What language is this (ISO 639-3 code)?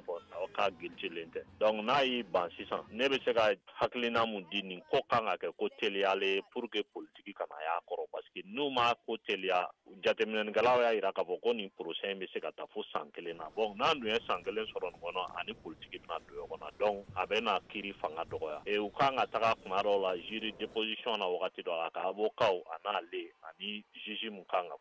bam